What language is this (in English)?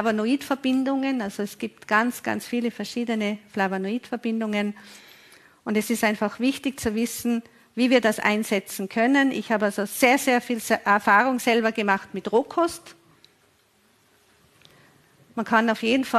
German